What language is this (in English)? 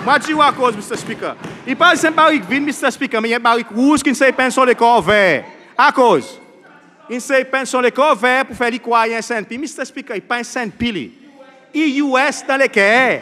Seselwa Creole French